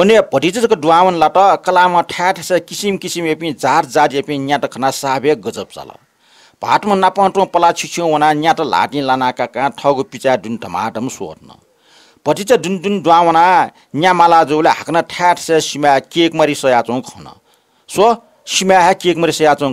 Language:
Newari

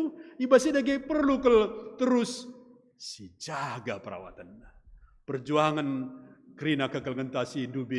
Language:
Batak Karo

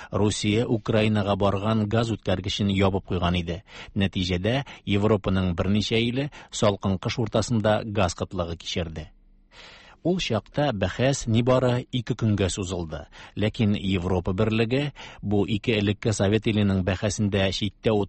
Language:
Tatar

